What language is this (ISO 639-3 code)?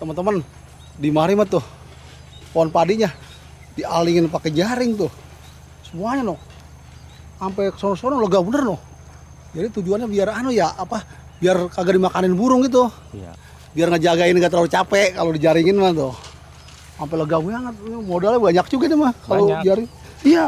bew